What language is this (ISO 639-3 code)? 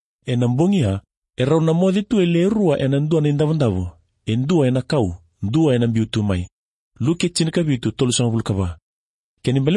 fij